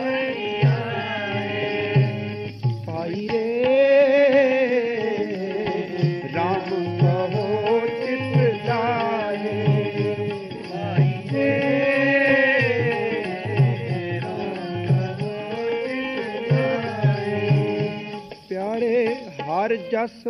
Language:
Punjabi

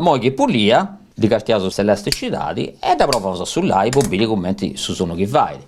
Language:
Sardinian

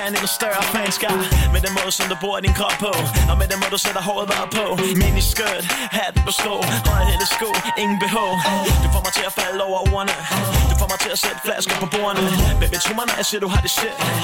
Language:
Danish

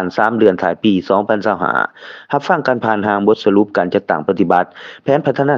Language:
Lao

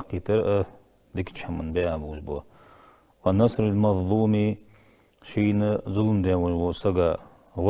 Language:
Ingush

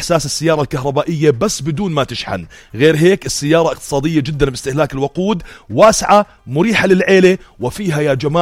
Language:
North Levantine Arabic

